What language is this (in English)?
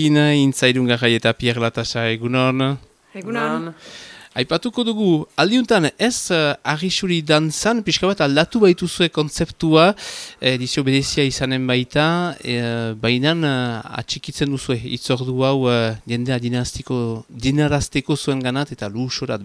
Basque